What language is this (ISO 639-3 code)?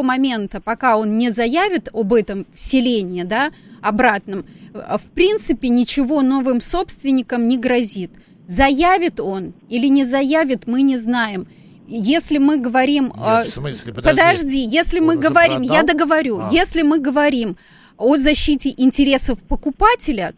rus